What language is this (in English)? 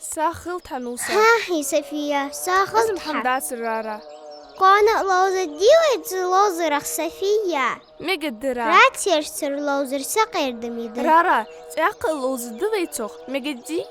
Ingush